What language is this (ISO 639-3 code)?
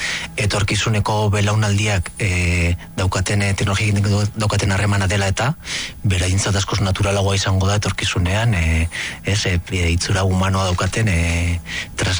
eus